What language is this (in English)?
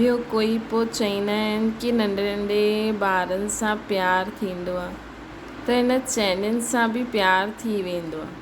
Sindhi